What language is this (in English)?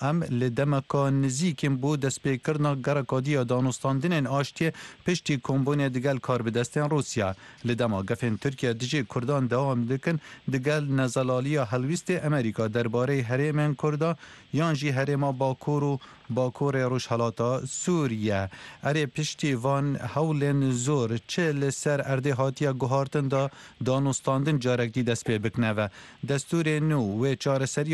Kurdish